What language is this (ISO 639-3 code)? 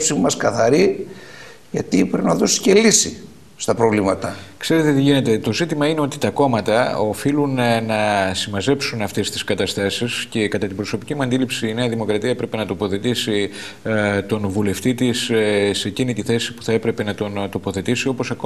ell